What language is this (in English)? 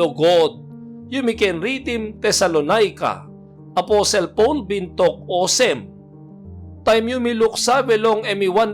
Tok Pisin